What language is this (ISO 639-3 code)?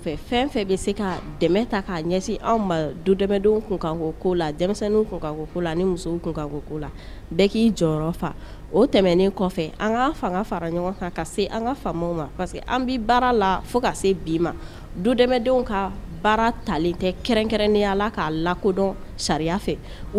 bam